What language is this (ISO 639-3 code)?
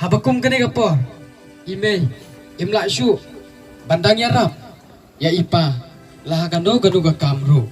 kha